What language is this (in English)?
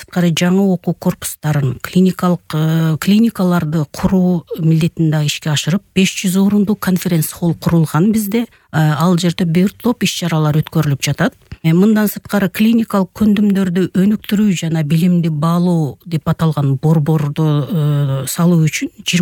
Kyrgyz